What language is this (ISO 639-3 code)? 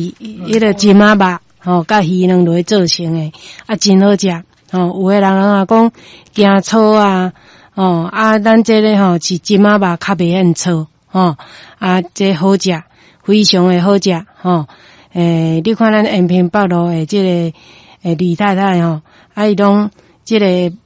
nan